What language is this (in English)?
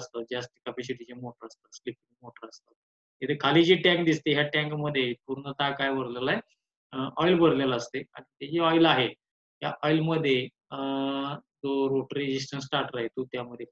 Marathi